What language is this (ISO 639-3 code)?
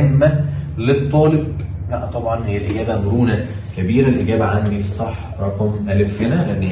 arz